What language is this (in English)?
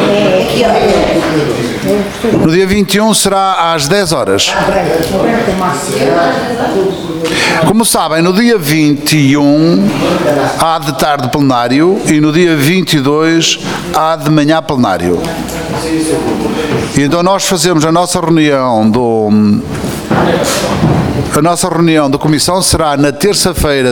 Portuguese